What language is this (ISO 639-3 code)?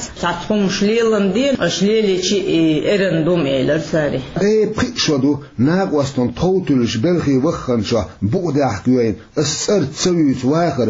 che